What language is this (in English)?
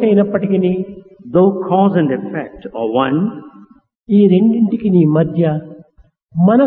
Telugu